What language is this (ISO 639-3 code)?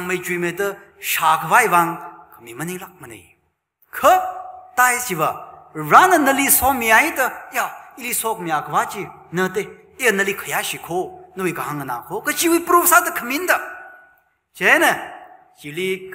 nmf